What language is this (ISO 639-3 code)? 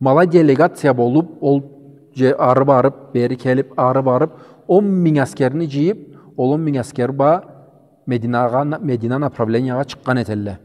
krc